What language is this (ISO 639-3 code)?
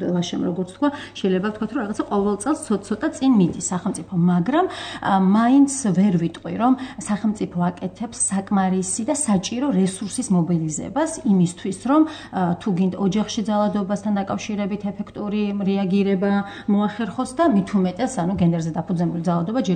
kat